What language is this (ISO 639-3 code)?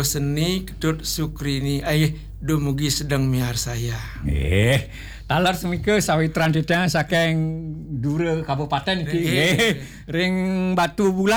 ban